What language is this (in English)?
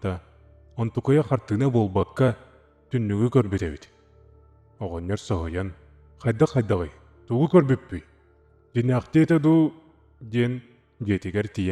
Yakut